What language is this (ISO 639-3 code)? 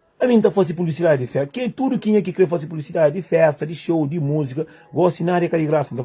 kea